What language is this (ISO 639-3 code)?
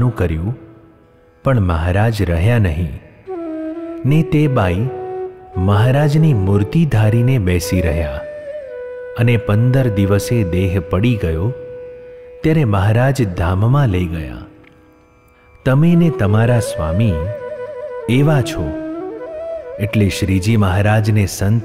guj